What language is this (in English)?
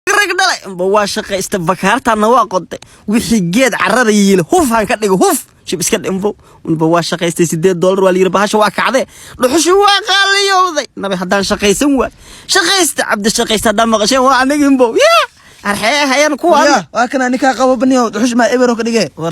Somali